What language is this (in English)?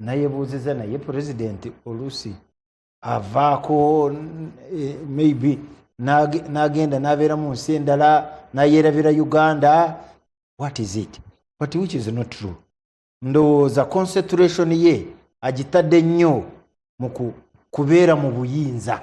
Ganda